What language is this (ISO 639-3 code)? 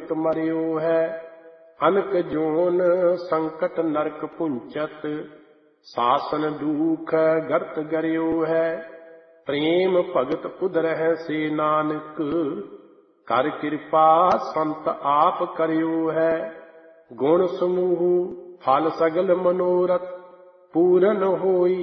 pan